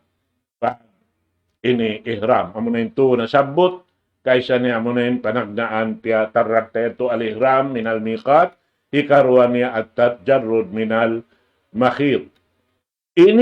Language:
Tausug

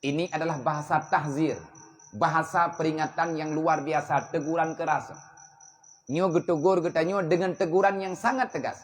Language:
Achinese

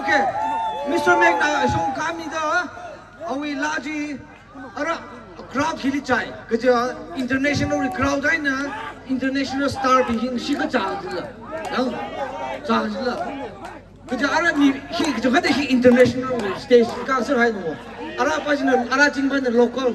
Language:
Tangkhul Naga (India)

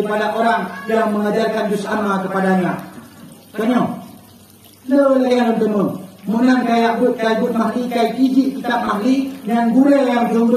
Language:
Achinese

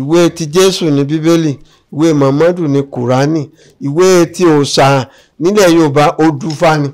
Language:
Yoruba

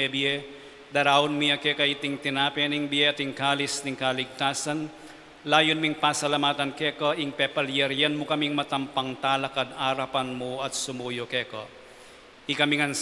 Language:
Pampanga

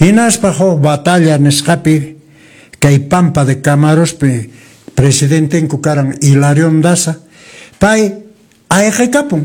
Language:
Quechua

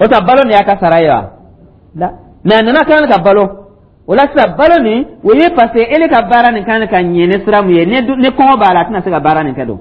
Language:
Dyula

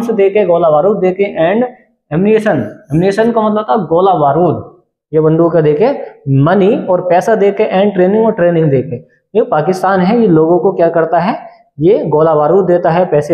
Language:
Hindi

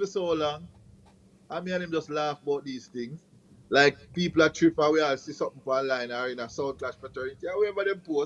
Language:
Jamaican Creole English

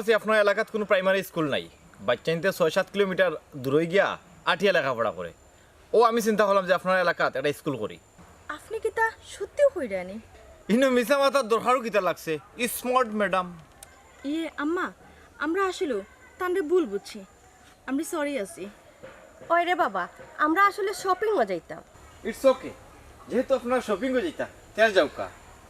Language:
Sylheti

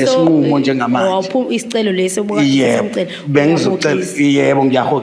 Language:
Zulu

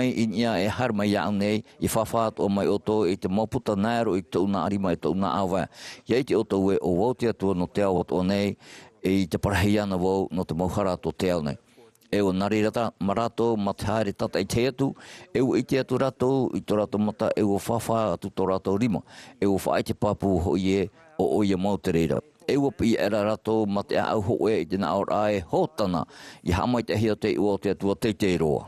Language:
Tahitian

